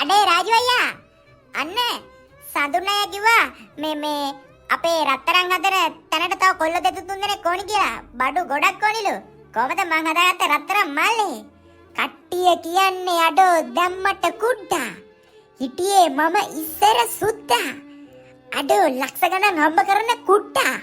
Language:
Sinhala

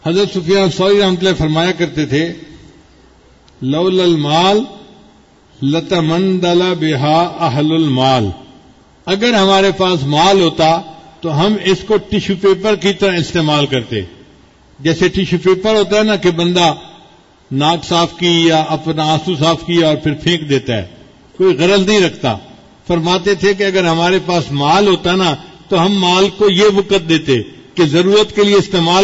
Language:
Urdu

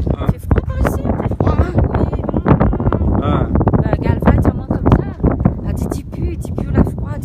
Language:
Réunion Creole French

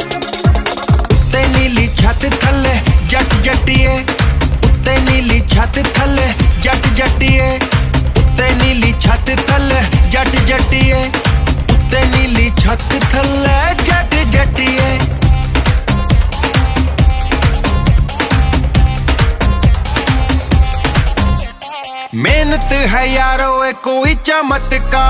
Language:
Punjabi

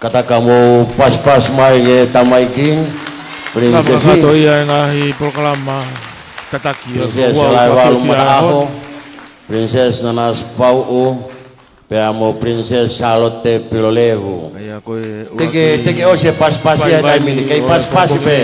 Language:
Tongan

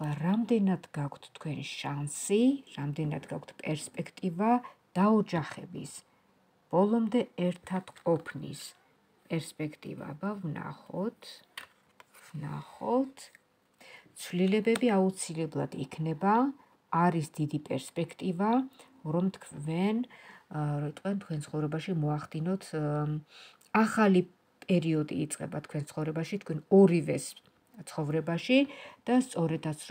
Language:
Georgian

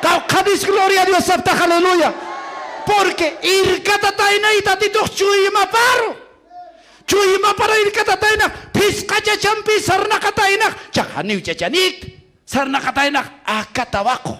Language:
Aymara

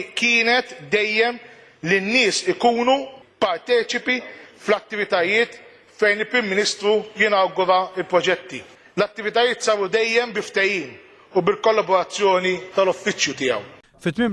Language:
Maltese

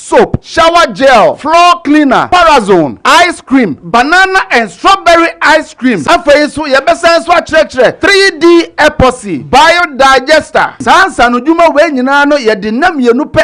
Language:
Akan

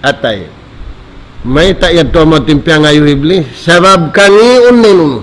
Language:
Tausug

